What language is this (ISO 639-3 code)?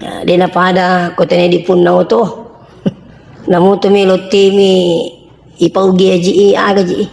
bug